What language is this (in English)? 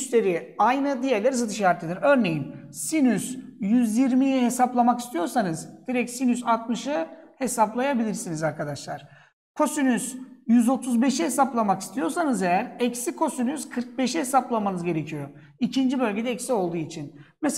Turkish